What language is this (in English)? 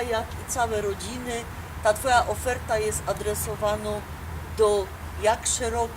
Silesian